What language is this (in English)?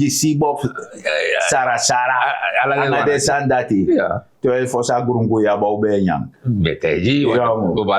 Sranan Tongo